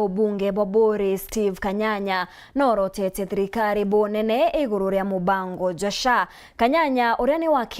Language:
Meru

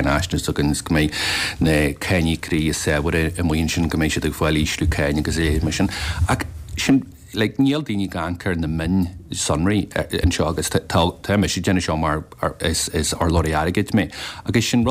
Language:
Irish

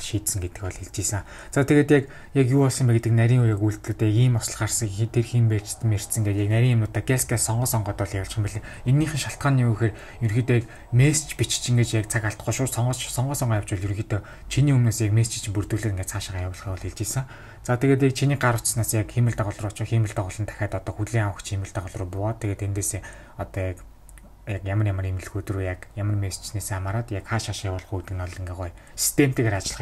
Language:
Mongolian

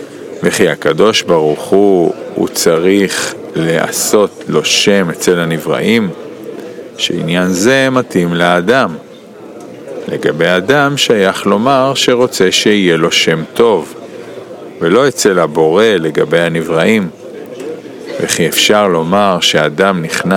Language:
Hebrew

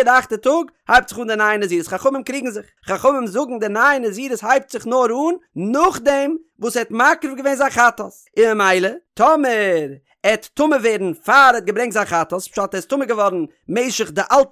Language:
Yiddish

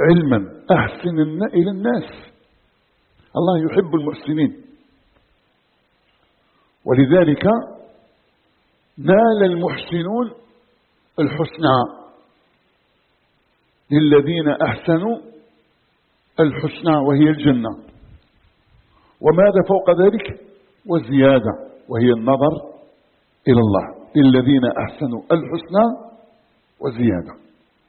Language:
Arabic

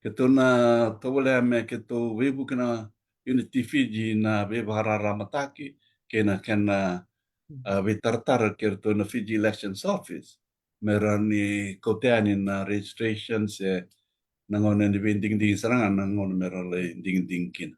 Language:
Fijian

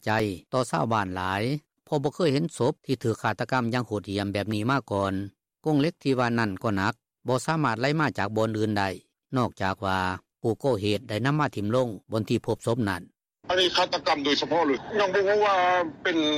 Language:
Lao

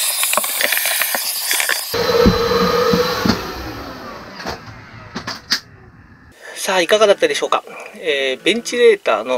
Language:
Japanese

